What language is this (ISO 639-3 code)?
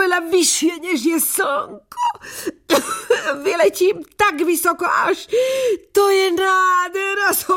slk